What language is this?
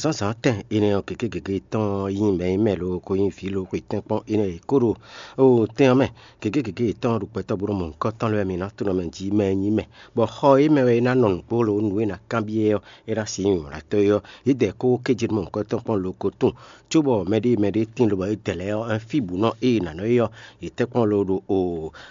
Fon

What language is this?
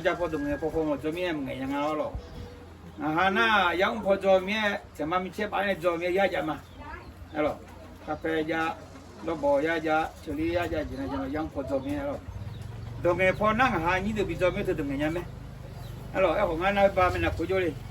Akha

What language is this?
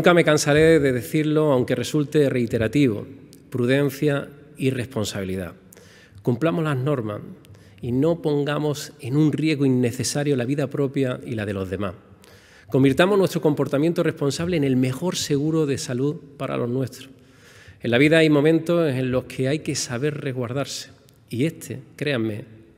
Spanish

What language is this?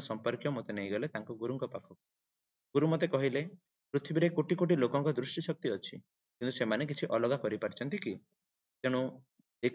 Odia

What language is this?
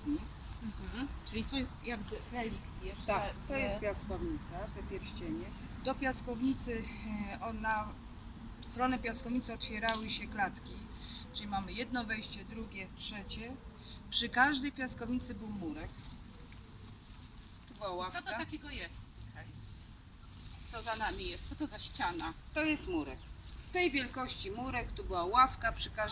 Polish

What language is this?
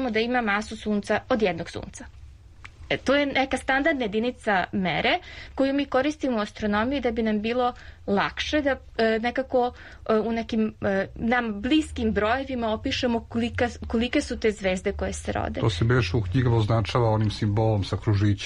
Serbian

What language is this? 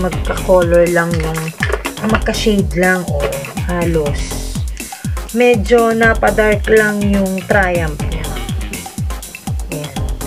Filipino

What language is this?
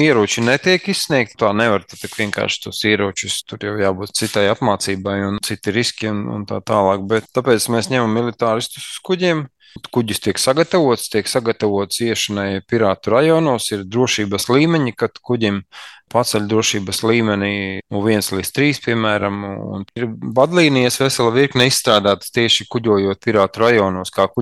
Latvian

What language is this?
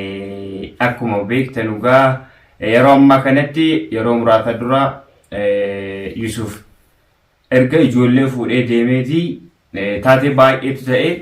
Oromo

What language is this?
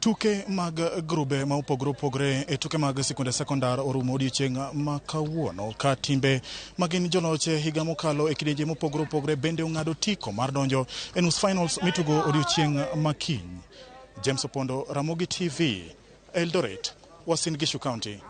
Luo (Kenya and Tanzania)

